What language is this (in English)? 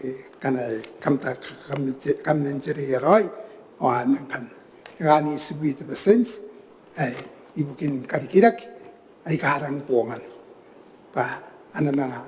Gilbertese